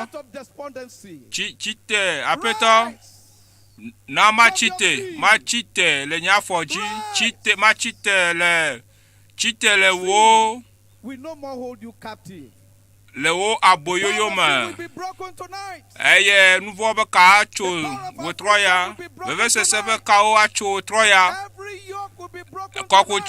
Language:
Ewe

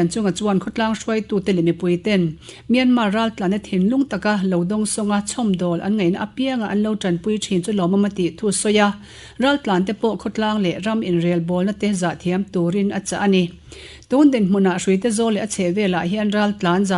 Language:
Mizo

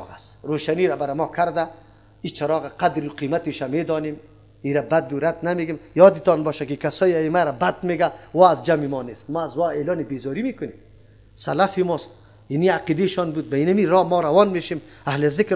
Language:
Persian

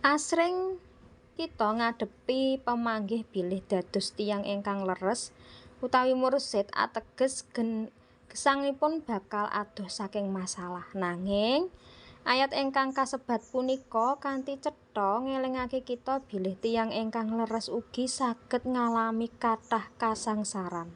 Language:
Javanese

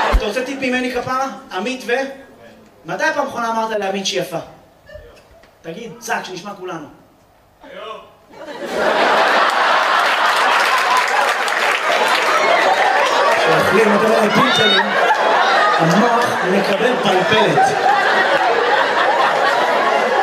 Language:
Hebrew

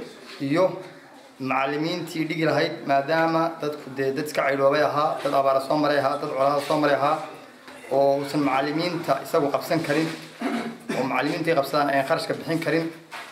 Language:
Somali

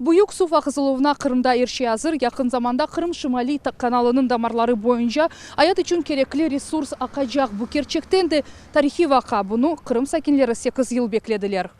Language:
Crimean Tatar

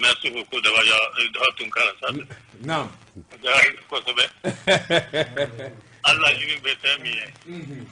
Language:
Bambara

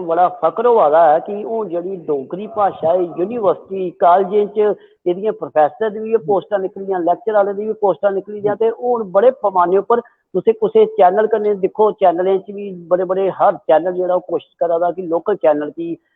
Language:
Dogri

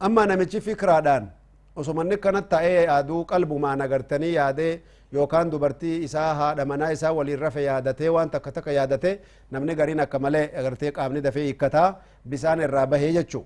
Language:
Oromo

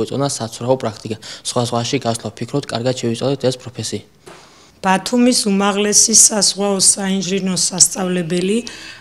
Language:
Georgian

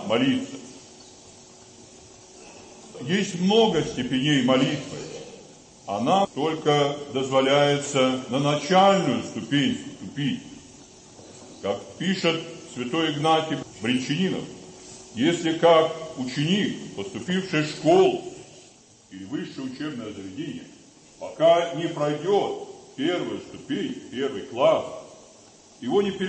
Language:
Russian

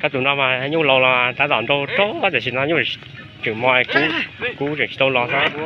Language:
Hmong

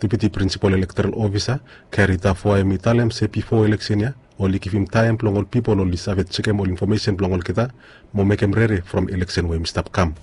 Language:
Bislama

